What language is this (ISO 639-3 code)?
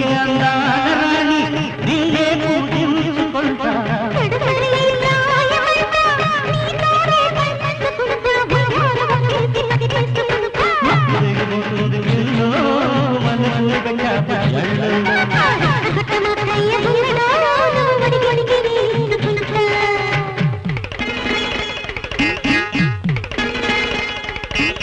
tel